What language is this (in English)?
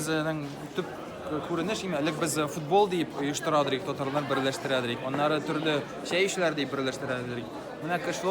Tatar